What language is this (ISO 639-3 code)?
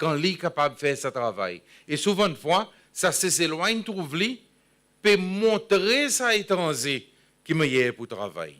crs